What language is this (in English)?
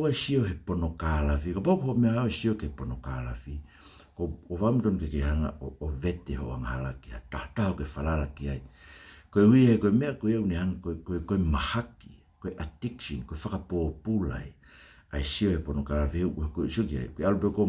Tongan